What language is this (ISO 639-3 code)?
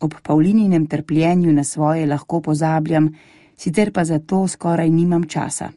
slv